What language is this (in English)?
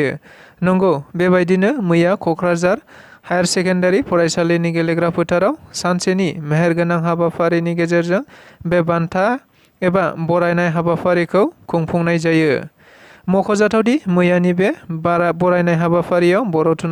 Bodo